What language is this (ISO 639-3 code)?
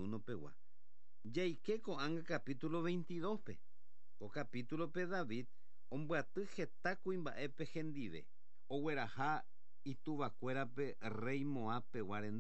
grn